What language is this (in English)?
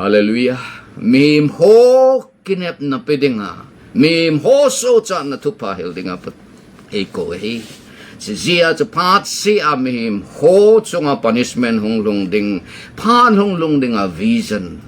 Thado Chin